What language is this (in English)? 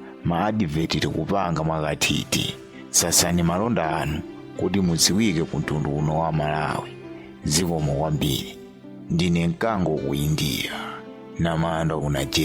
Nyanja